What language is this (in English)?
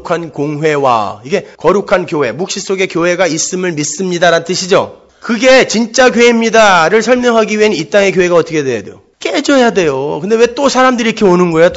Korean